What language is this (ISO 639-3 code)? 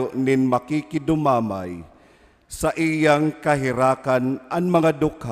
bik